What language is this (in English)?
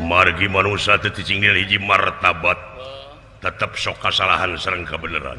Sundanese